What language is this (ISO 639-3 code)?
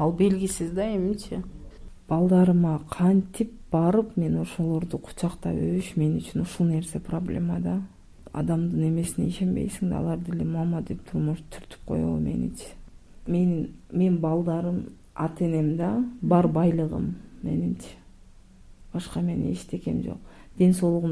kir